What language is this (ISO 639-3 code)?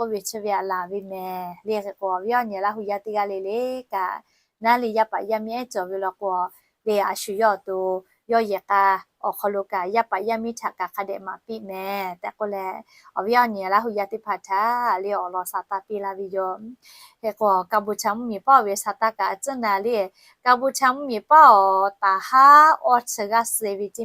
lhu